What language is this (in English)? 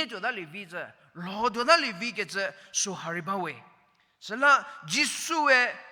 Angami Naga